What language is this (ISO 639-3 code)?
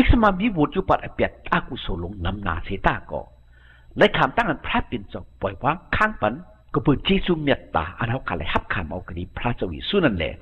shn